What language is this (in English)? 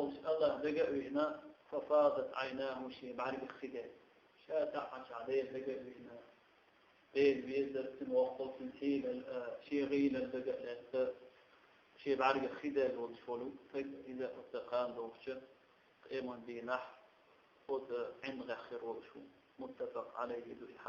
Chechen